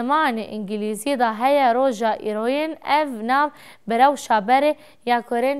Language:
Kurdish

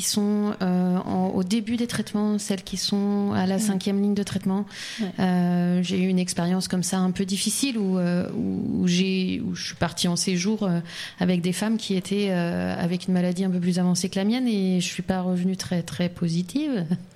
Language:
French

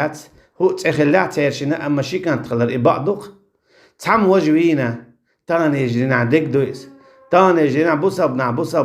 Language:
Chechen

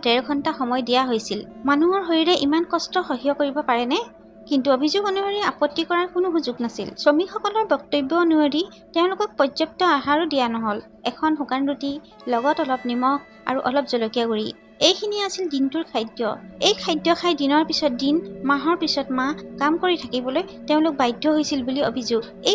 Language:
Assamese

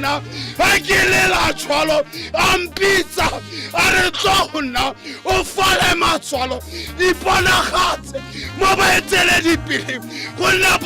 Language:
Tswana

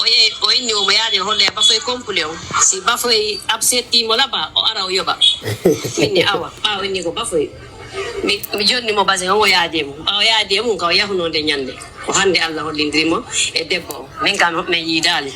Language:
Pular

